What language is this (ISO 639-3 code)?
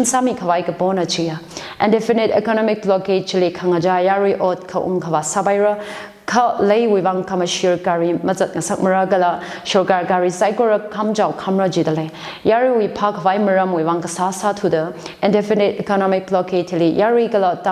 nmf